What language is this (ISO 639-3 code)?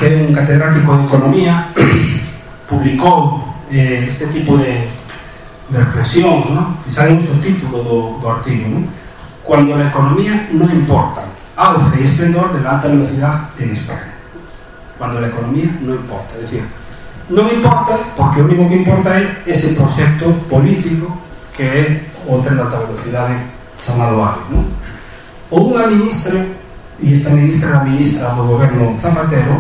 glg